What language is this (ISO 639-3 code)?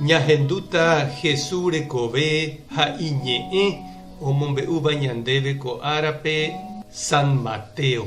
grn